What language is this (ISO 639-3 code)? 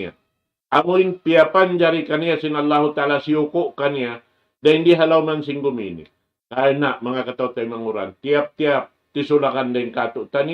tsg